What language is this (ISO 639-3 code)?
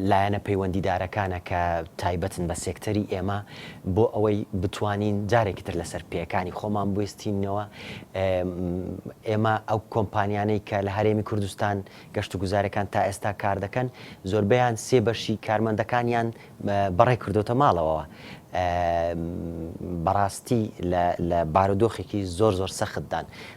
ckb